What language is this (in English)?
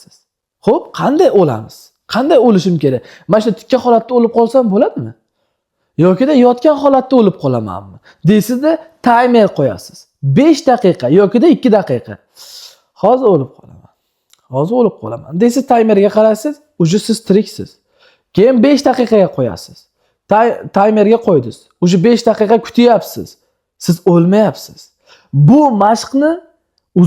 Uzbek